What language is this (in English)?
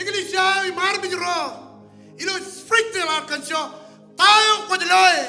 Marshallese